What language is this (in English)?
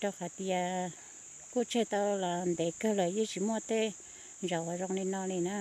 Hmong